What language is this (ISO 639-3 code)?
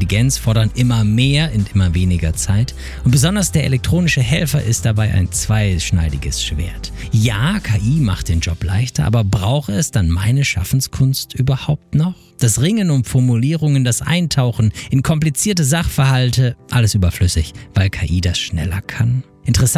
deu